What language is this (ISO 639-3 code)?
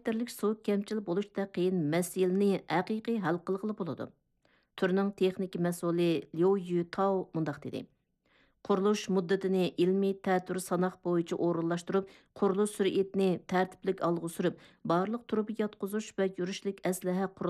uig